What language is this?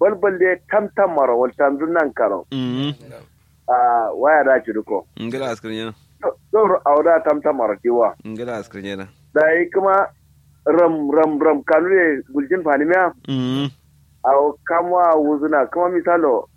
Kanuri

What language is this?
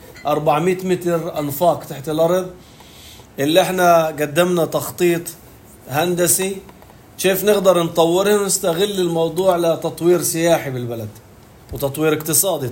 North Levantine Arabic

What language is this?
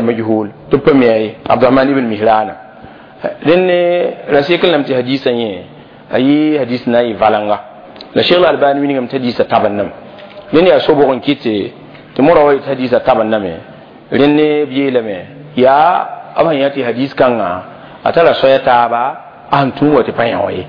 Mossi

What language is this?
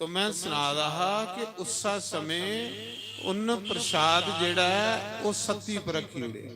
Dogri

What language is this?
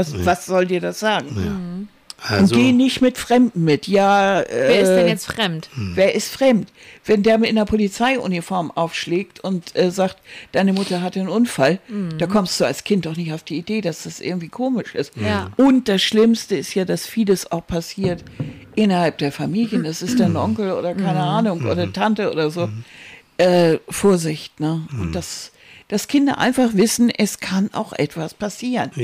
German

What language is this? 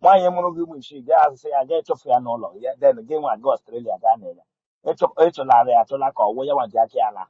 Igbo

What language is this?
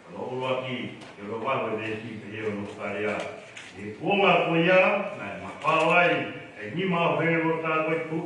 Tongan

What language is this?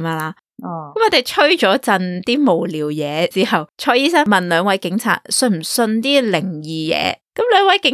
Cantonese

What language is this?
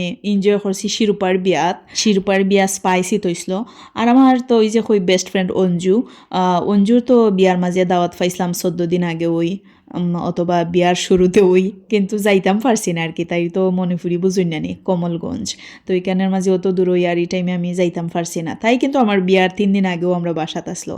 Sylheti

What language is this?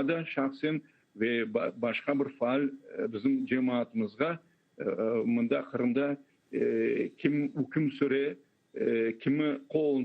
Crimean Tatar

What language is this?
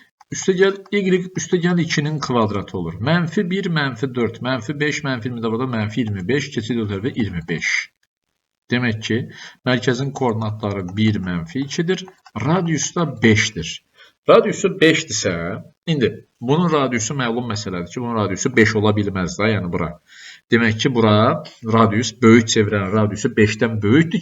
Azerbaijani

